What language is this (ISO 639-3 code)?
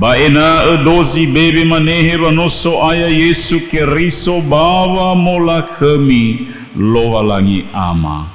nia